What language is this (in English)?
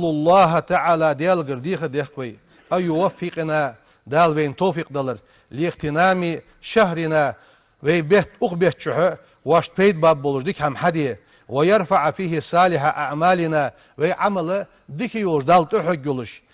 Ingush